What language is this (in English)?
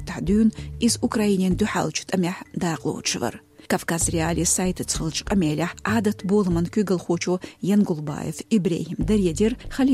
Chechen